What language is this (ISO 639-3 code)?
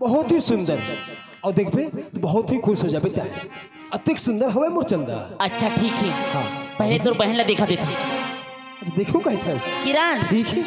hne